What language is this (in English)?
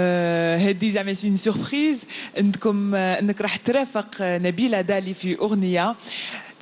Algerian Arabic